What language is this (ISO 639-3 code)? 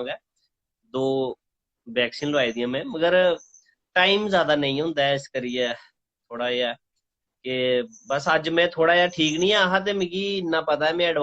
doi